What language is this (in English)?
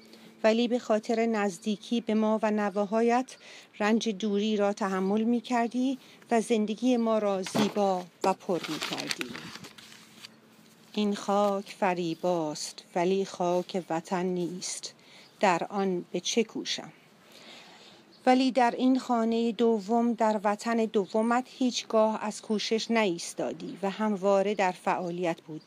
Persian